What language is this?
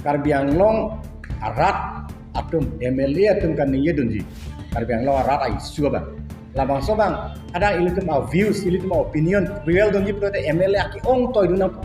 Karbi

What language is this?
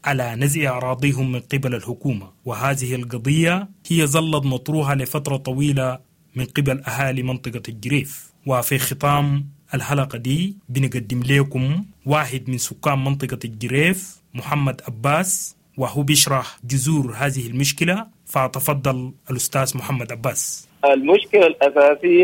Sudanese Arabic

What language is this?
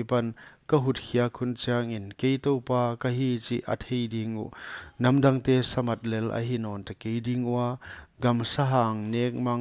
Paite Chin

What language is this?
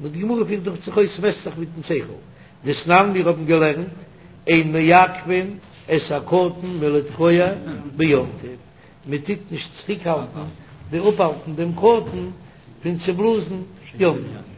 Yiddish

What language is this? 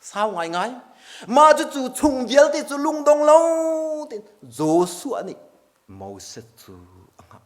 Hakha Chin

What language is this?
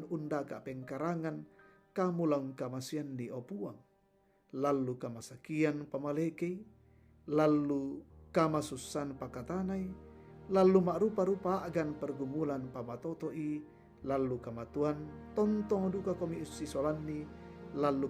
Toraja-Sa'dan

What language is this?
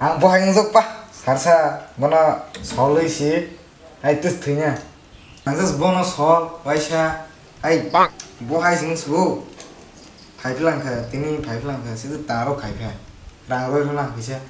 Kok Borok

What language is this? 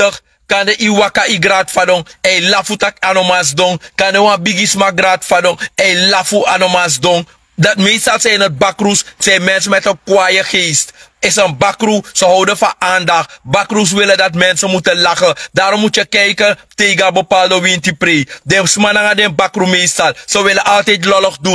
Sranan Tongo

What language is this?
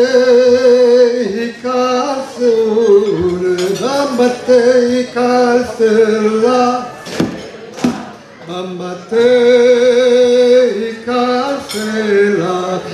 Hebrew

